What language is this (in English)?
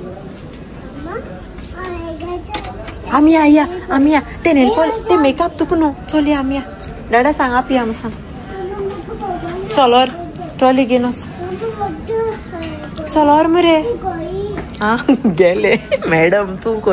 Konkani